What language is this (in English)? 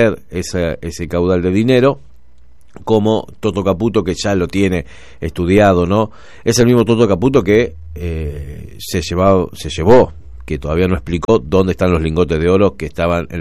Spanish